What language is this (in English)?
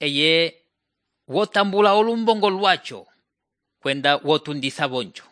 Umbundu